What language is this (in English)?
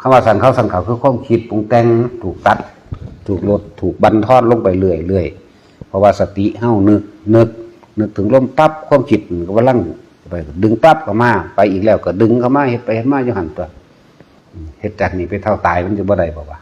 Northeastern Thai